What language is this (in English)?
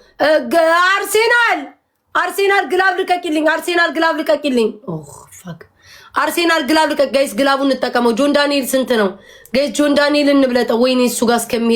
Amharic